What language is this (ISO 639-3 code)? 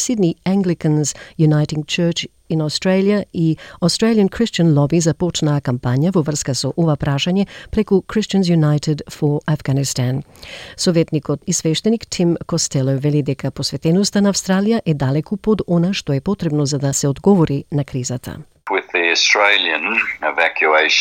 mkd